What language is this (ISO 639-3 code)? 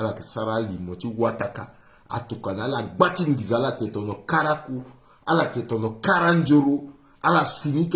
sag